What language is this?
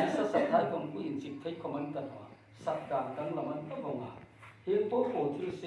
Hmar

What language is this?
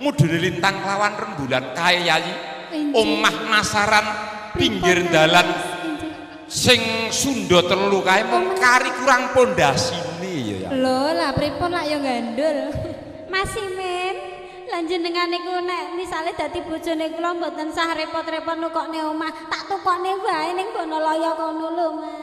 Javanese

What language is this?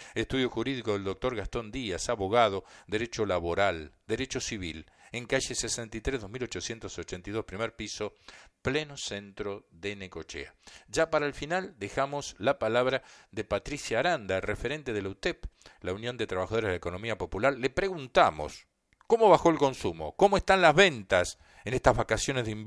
Spanish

